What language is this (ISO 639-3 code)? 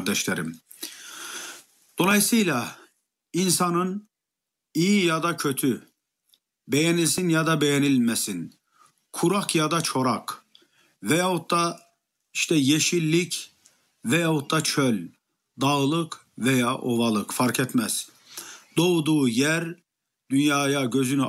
tur